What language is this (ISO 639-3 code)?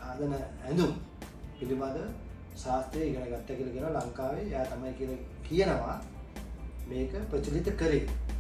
sin